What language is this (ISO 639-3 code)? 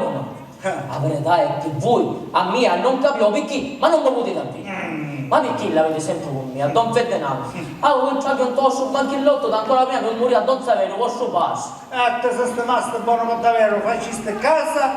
scn